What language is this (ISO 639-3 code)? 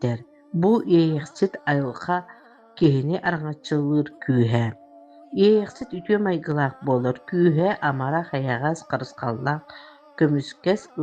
sah